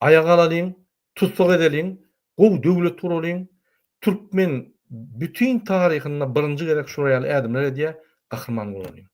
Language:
Turkmen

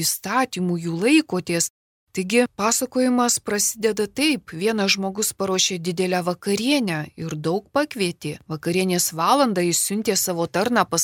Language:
Lithuanian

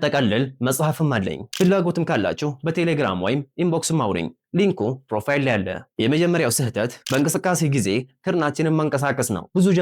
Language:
Amharic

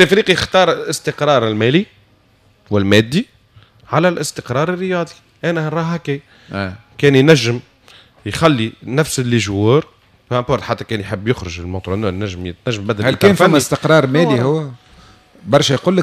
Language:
Tunisian Arabic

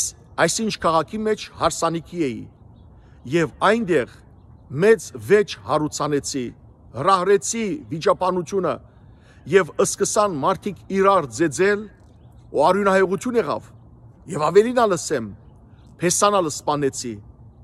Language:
Western Armenian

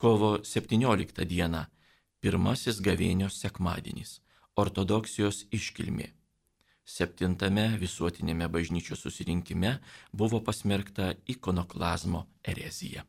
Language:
Lithuanian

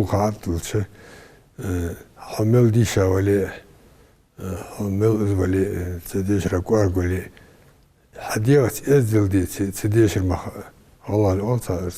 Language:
Ingush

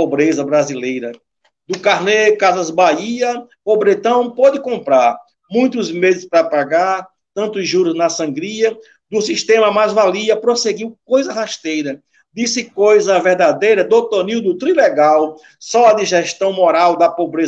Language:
Portuguese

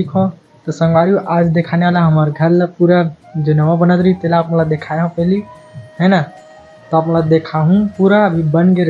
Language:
Chhattisgarhi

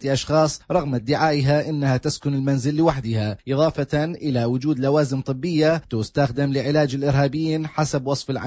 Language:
Arabic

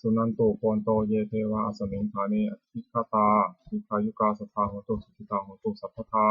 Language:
Pali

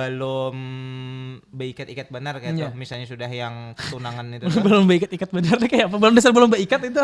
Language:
Banjar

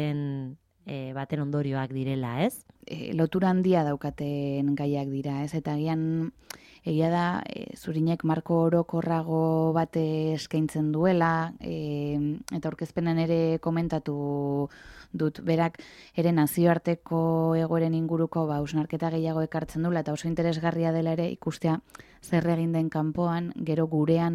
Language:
Basque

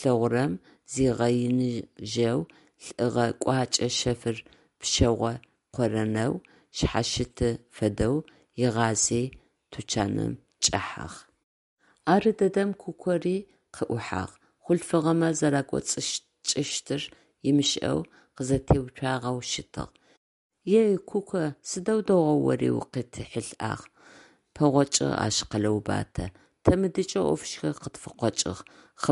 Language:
Adyghe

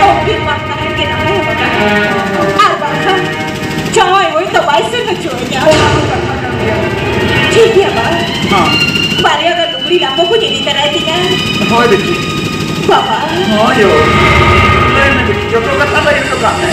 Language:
Santali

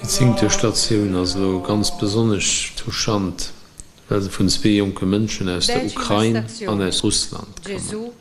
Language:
Luxembourgish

